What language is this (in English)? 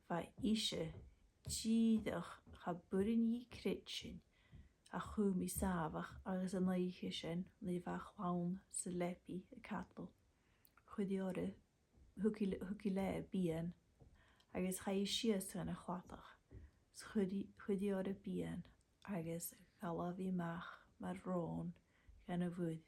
Scottish Gaelic